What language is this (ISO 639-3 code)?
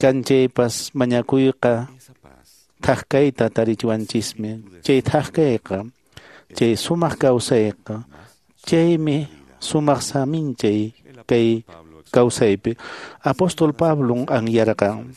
que